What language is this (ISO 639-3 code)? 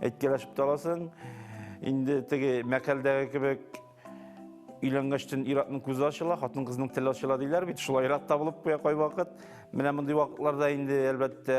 tat